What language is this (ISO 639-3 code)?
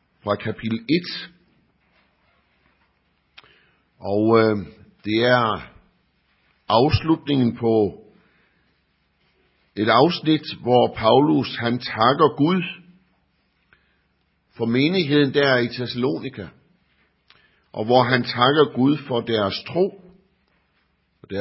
dan